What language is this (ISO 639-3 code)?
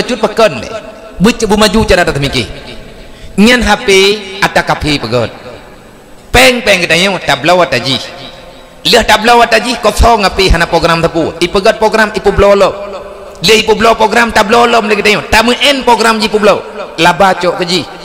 ace